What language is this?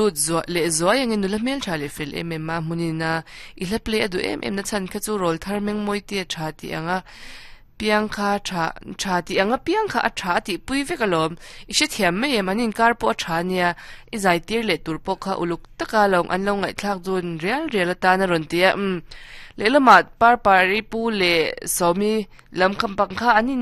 Mizo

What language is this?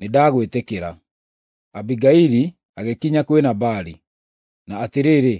Kikuyu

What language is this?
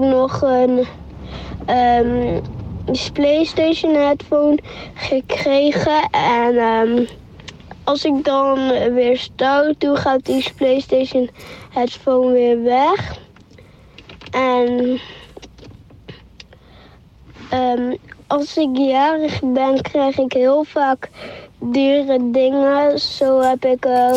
Dutch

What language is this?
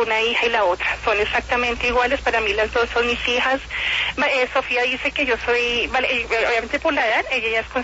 Spanish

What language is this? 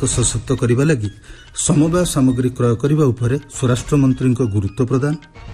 Odia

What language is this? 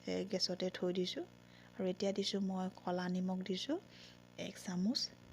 Assamese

